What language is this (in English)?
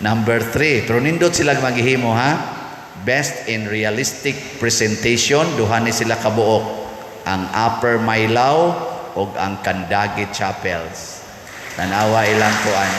Cebuano